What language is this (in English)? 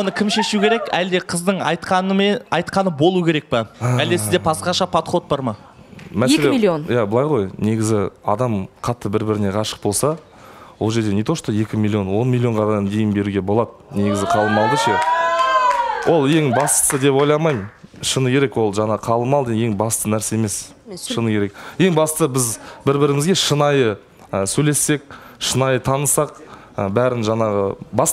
Kazakh